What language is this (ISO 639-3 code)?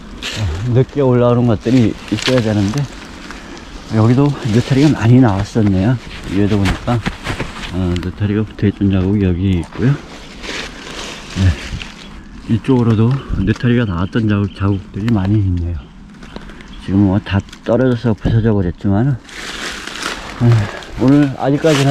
kor